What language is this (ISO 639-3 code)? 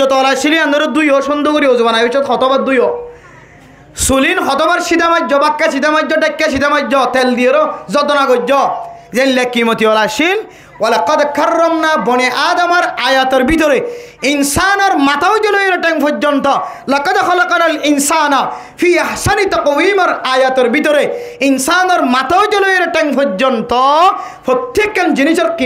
rhg